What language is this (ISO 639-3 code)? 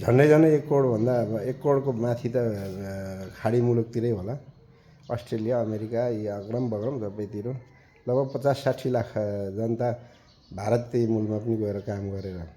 nep